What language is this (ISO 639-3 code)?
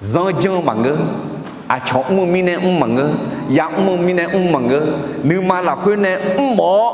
ahk